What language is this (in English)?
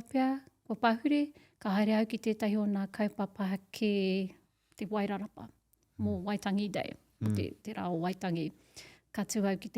Māori